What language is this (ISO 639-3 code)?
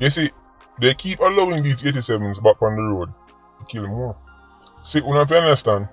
jam